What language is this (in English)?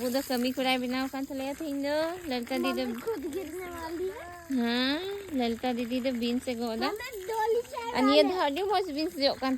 Santali